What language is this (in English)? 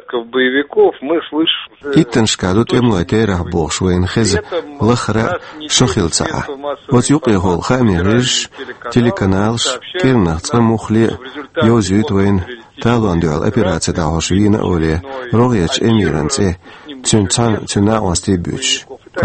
Chechen